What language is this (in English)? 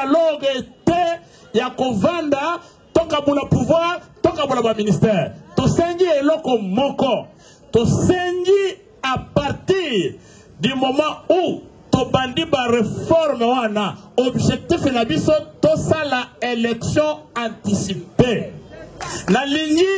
Lingala